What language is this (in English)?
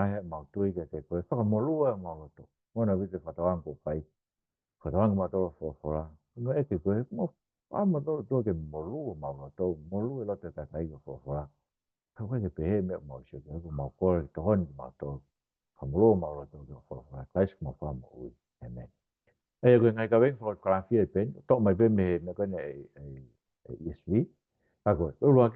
Tongan